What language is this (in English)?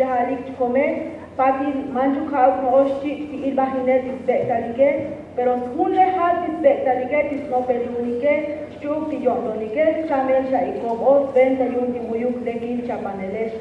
Tzotzil